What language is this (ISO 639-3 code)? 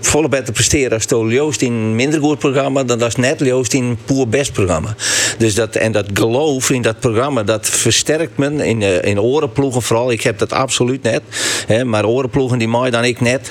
fry